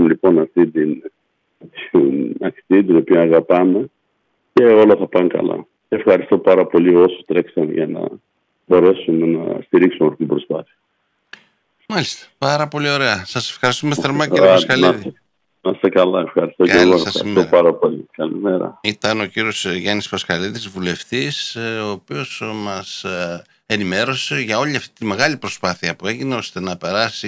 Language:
Greek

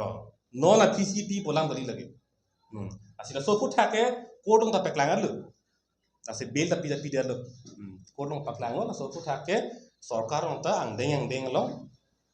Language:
Karbi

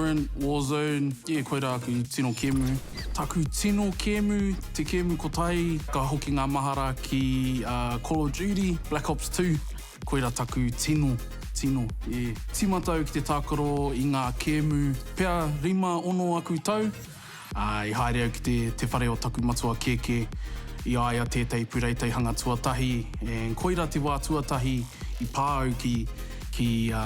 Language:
Māori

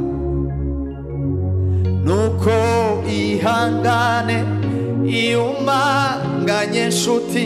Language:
Kinyarwanda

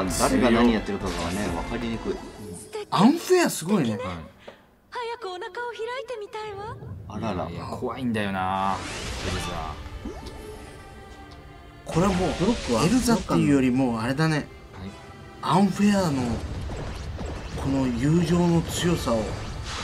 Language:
Japanese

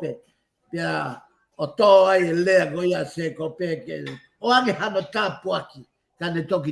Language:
Tongan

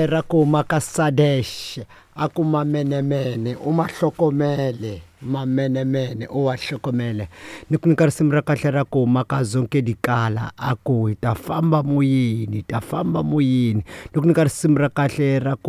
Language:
Tsonga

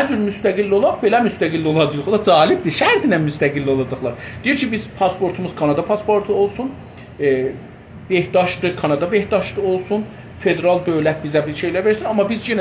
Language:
South Azerbaijani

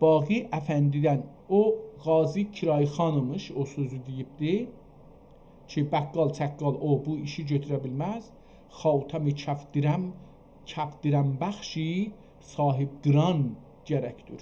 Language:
South Azerbaijani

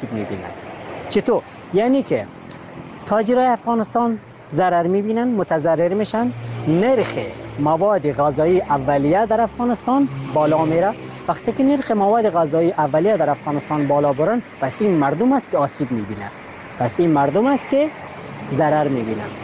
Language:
Persian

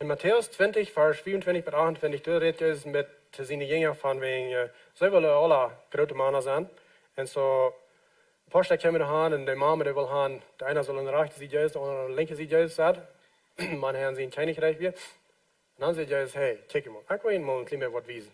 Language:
Plautdietsch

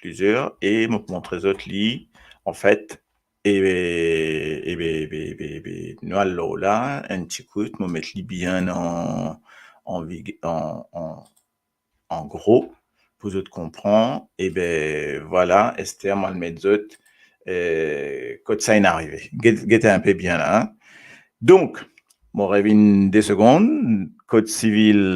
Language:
Morisyen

